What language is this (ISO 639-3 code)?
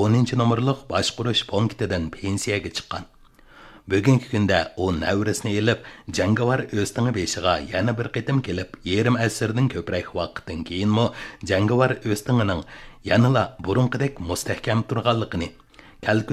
uig